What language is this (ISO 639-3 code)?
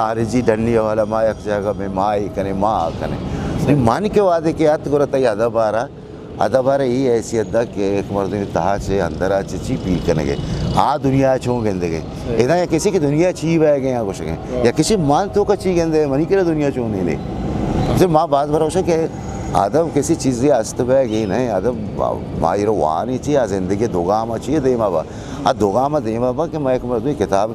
bgp